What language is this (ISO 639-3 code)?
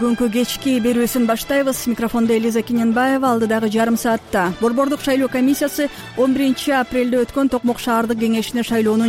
kir